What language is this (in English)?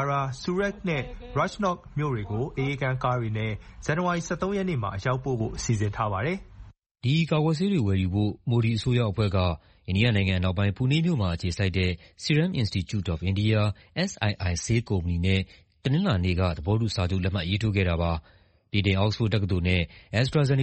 Burmese